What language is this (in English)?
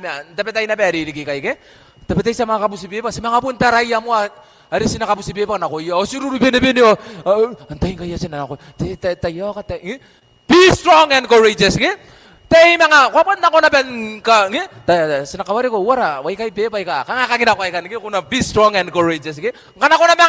Gilbertese